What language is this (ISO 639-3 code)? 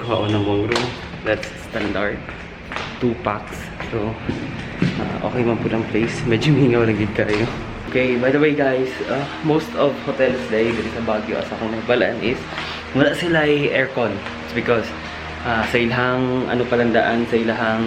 ceb